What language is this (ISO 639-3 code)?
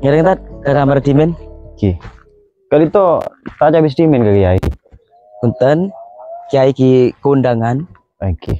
mad